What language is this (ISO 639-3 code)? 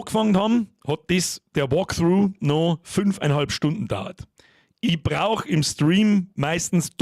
bar